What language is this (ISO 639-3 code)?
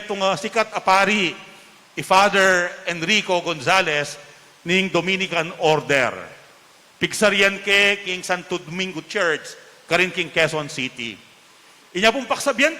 pam